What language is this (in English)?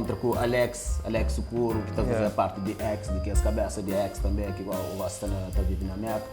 Kabuverdianu